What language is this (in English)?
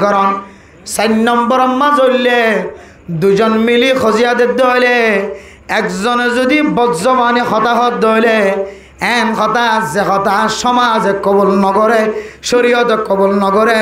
Rohingya